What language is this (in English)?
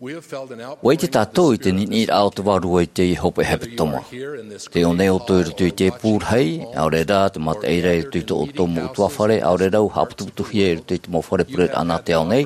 Tahitian